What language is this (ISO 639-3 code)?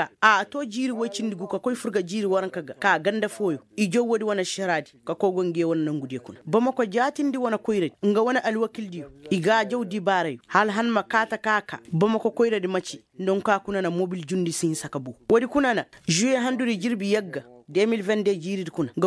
ses